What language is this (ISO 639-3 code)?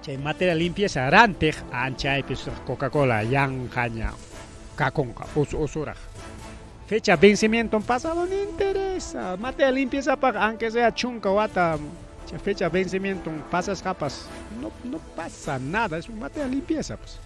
quy